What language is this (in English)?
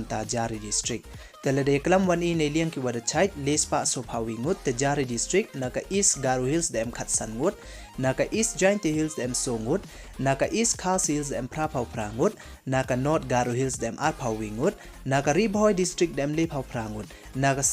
Pnar